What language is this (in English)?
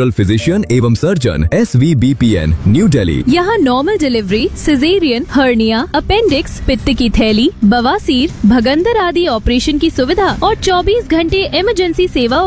Hindi